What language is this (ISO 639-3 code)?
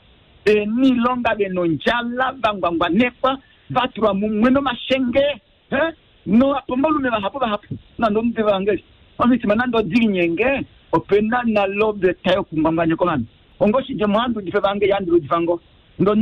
kua